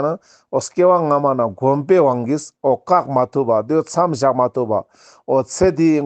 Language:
Ladakhi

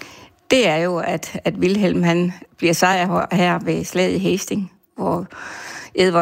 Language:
Danish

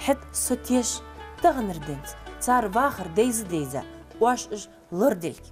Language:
Ingush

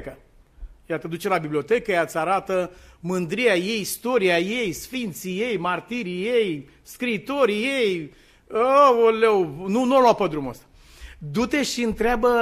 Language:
Romanian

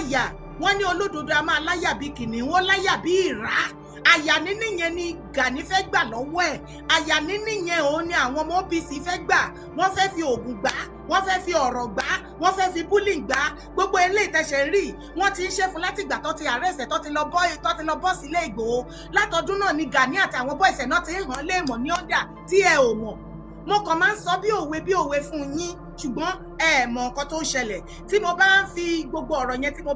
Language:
Yoruba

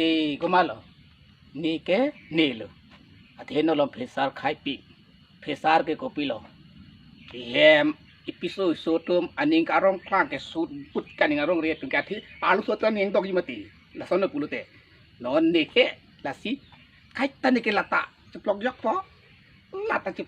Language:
Karbi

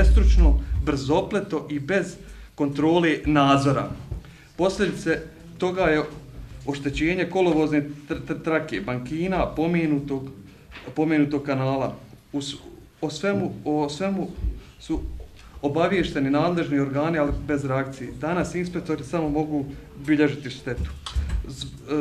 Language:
Bosnian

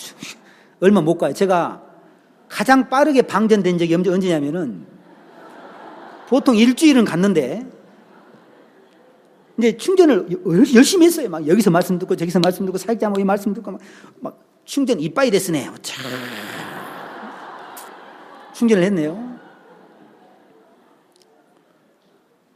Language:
Korean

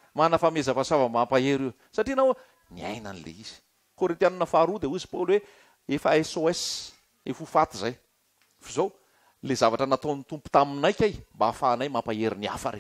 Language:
Malagasy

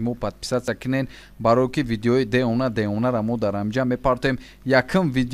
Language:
Tajik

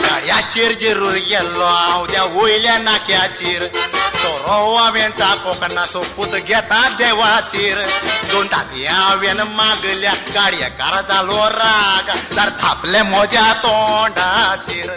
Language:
Konkani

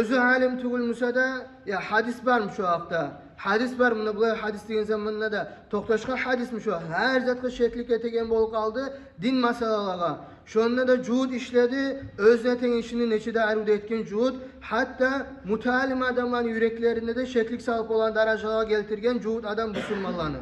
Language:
Kumyk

